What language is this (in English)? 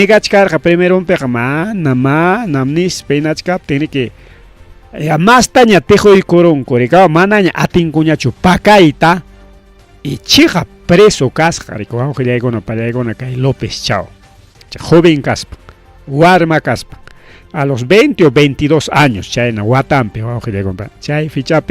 Ayacucho Quechua